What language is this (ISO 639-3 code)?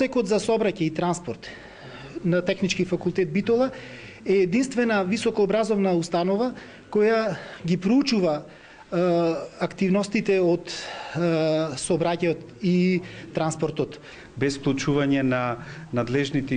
mkd